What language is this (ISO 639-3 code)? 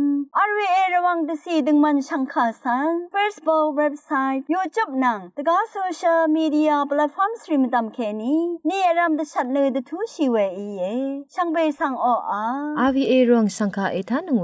raw